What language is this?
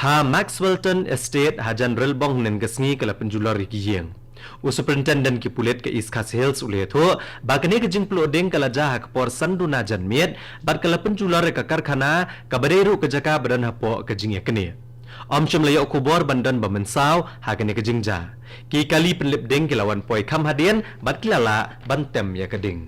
Khasi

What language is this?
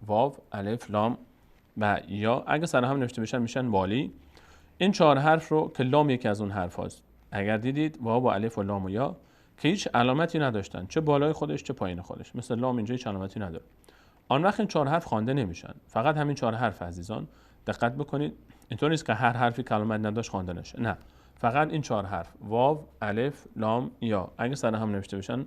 Persian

